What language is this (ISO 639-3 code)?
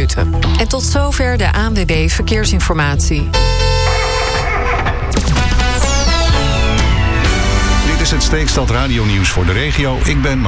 nld